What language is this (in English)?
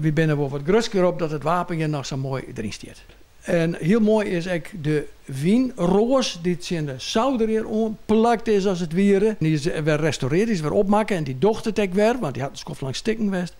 Western Frisian